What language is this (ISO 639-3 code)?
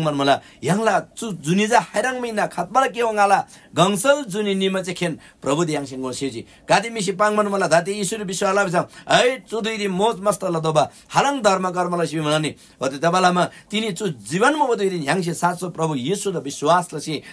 taj